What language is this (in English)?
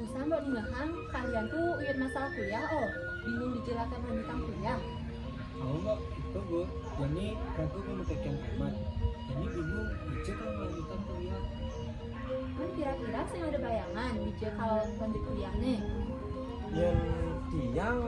Balinese